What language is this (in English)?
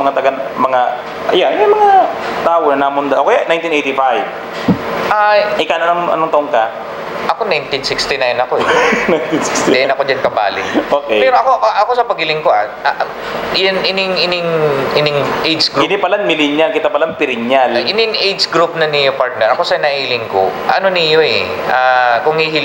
Bikol